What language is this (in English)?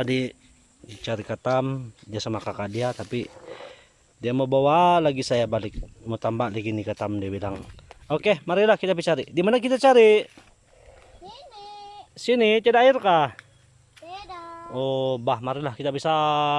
Sabah Malay